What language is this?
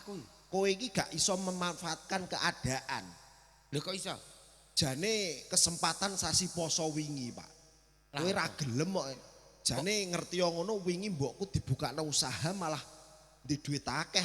Javanese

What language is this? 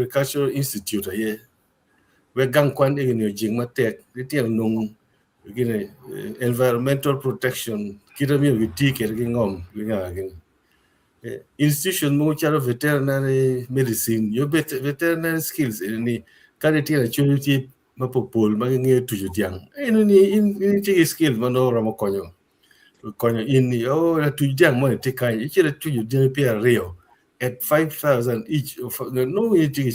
Acoli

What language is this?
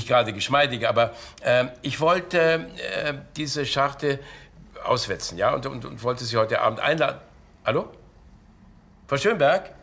German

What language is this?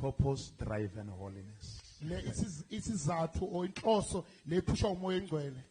Tsonga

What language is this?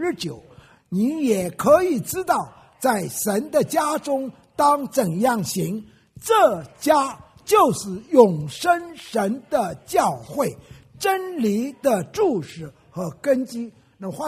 Chinese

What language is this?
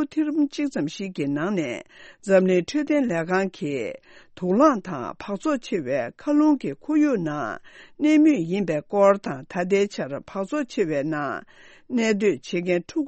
Tibetan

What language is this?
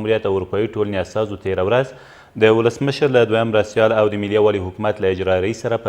Pashto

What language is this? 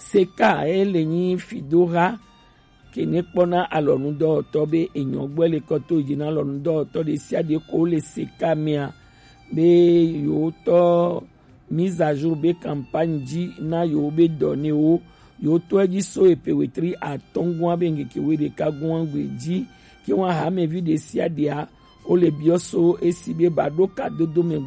Gen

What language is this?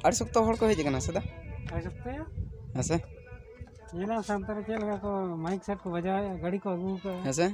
Santali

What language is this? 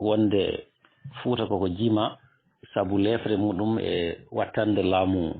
Fula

